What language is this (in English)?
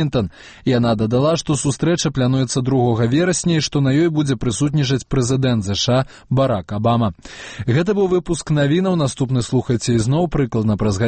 Belarusian